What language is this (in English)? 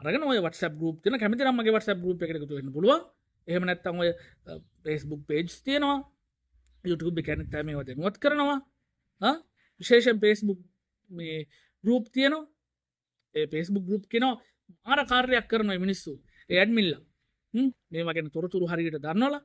Sinhala